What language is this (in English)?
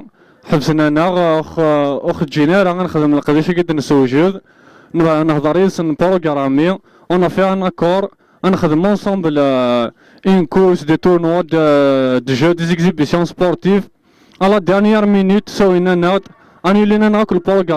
Kabyle